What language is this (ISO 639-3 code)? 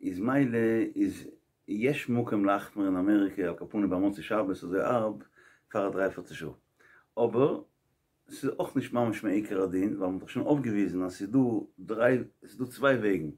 yid